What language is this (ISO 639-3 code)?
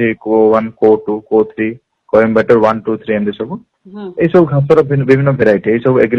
ori